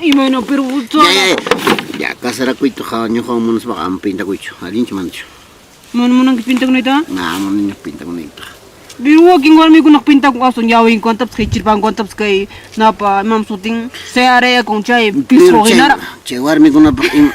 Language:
Ayacucho Quechua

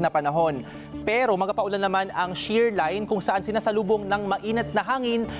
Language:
Filipino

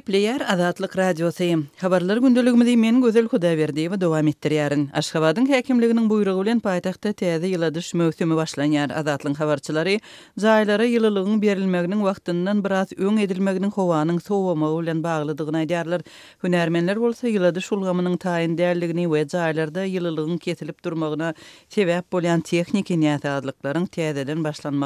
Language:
Turkmen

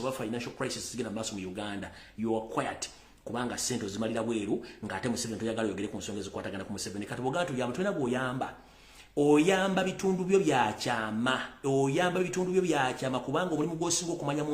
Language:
Ganda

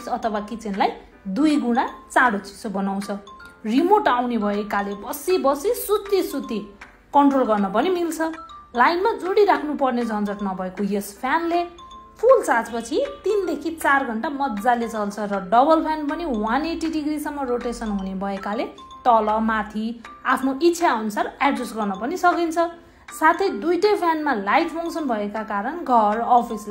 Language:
Nepali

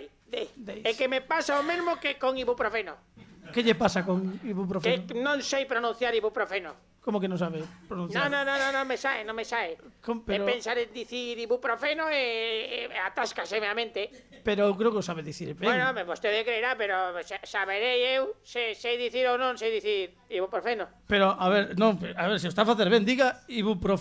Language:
Galician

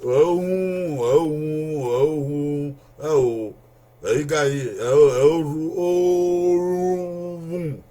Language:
Bini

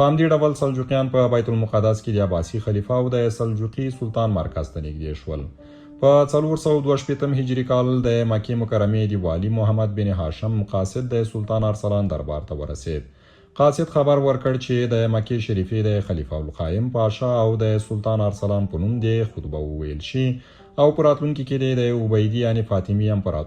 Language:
Pashto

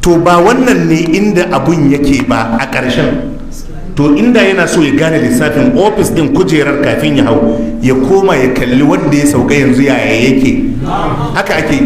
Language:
Hausa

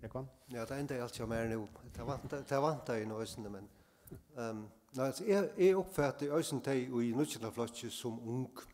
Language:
Faroese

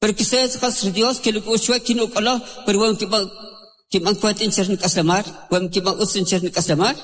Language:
Kʼicheʼ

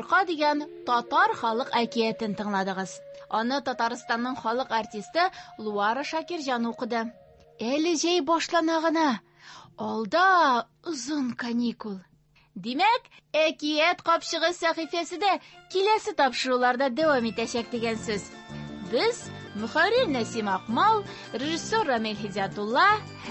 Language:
Tatar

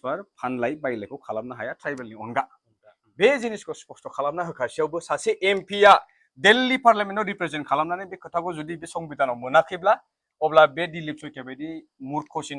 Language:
Bodo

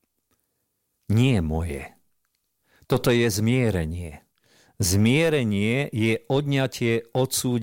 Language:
Slovak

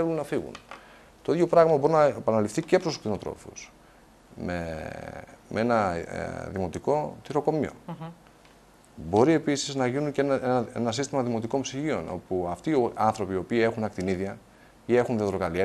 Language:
Greek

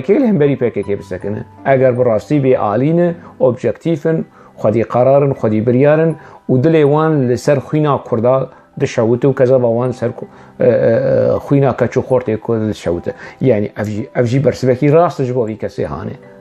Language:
Kurdish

